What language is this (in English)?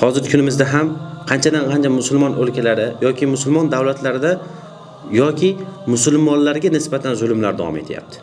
Uzbek